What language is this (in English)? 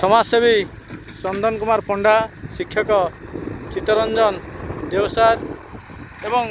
Odia